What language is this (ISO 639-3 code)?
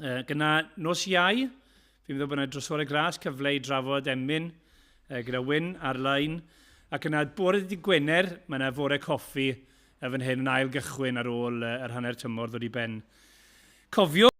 cym